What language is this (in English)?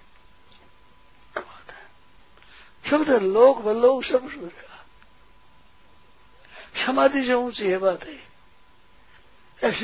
Hindi